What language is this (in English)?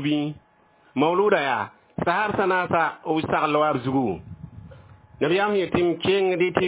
Mossi